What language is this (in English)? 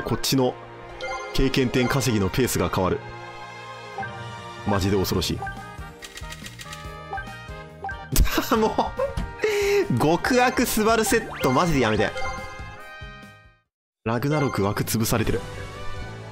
Japanese